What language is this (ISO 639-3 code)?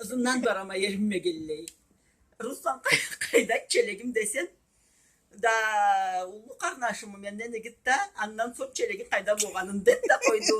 krc